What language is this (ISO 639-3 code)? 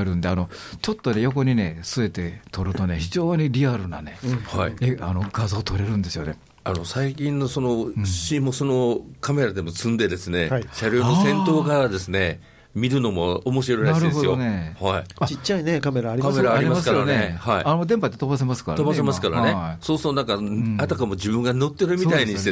jpn